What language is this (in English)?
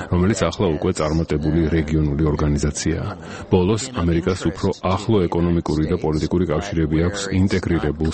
Georgian